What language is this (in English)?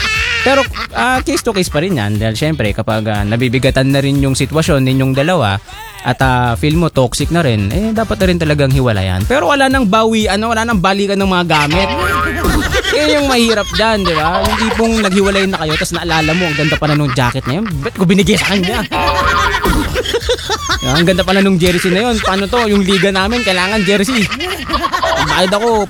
Filipino